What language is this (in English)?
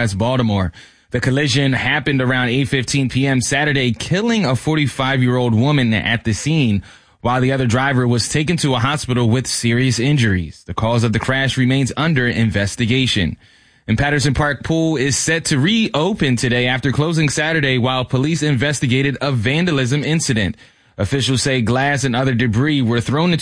English